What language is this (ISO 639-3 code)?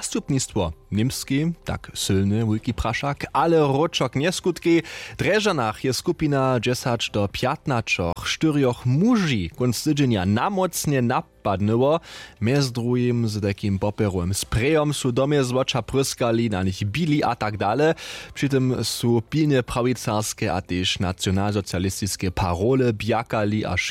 hsb